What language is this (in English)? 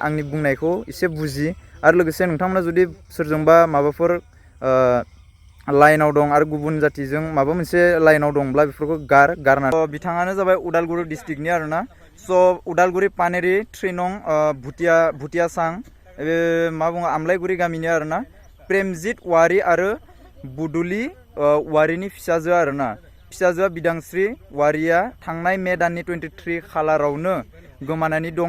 Bodo